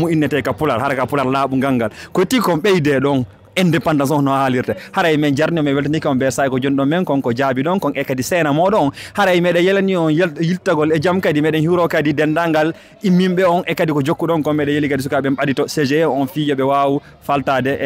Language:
Fula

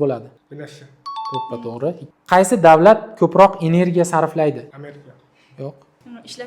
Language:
Uzbek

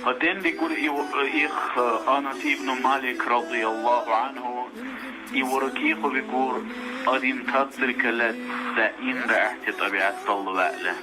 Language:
Dargwa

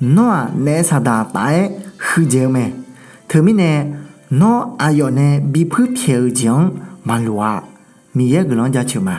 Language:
Akha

